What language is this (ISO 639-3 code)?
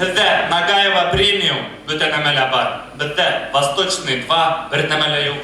bak